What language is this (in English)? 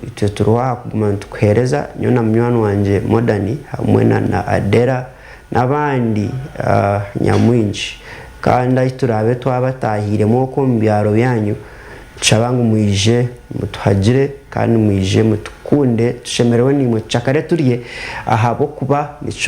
Nyankole